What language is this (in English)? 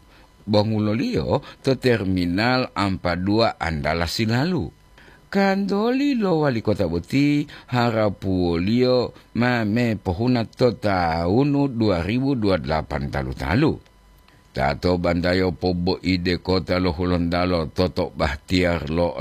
Gorontalo